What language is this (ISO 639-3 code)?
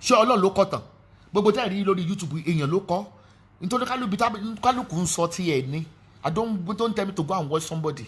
yor